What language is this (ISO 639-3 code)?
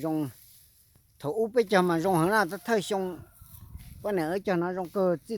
hmn